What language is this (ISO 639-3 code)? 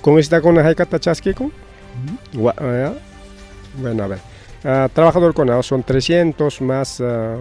quy